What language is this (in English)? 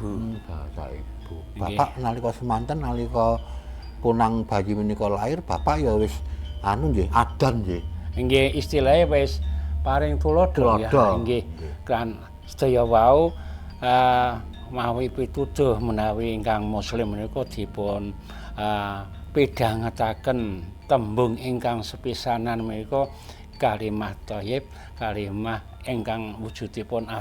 Javanese